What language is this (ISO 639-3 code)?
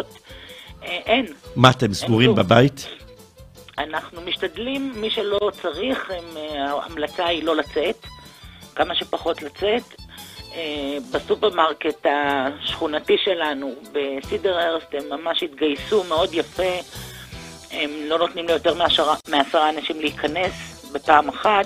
heb